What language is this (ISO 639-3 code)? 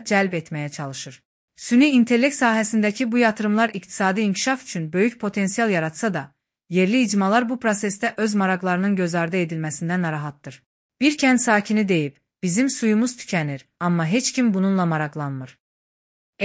aze